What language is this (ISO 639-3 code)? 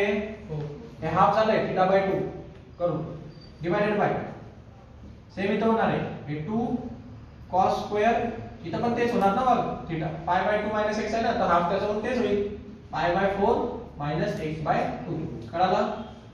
mar